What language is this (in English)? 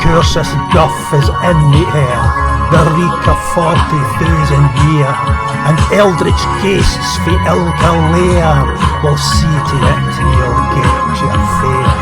Scots